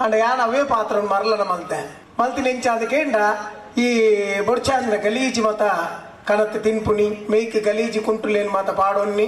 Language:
Tulu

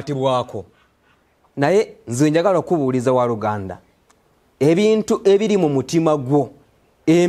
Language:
Ganda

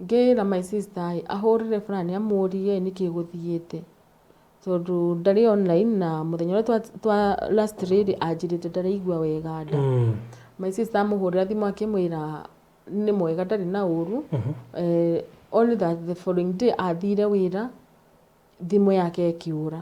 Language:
Kikuyu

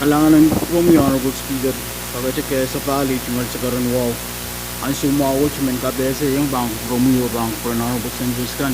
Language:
Pohnpeian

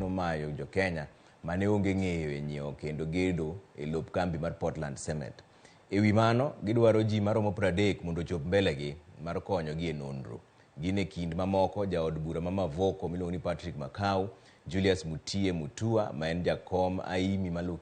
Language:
Luo (Kenya and Tanzania)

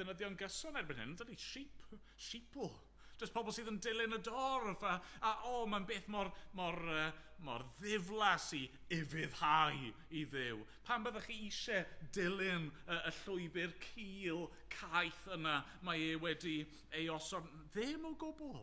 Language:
Welsh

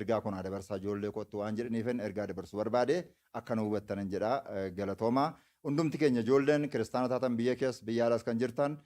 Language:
Oromo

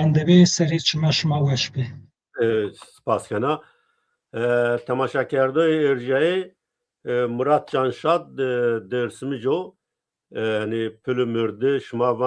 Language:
Zaza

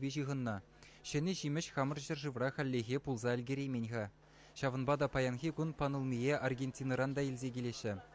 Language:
Chuvash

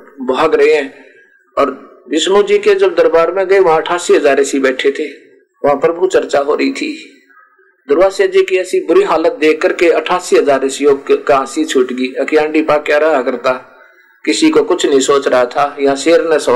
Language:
Hindi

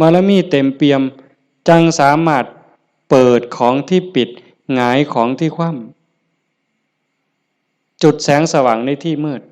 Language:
Northeastern Thai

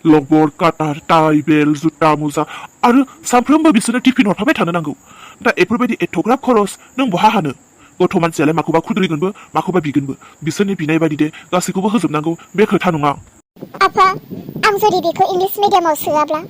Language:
Bodo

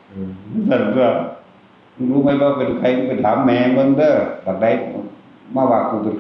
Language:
Northeastern Thai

